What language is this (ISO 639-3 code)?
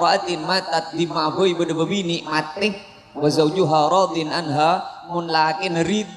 mad